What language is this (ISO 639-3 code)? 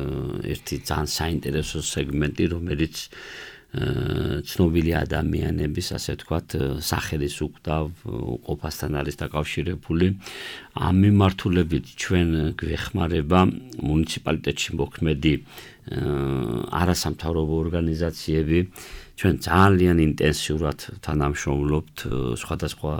kat